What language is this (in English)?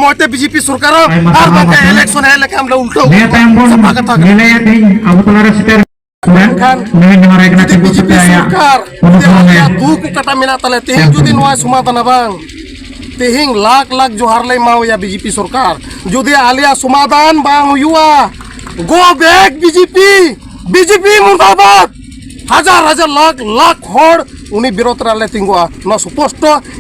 Santali